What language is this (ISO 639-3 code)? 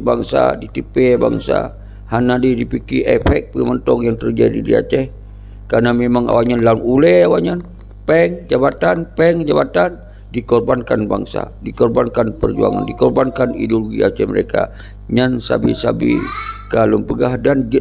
ace